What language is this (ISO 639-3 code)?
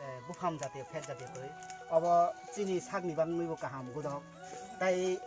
trp